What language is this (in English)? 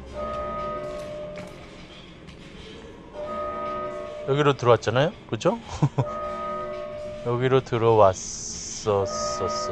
Korean